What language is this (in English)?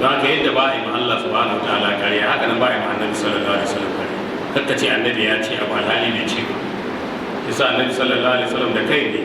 Hausa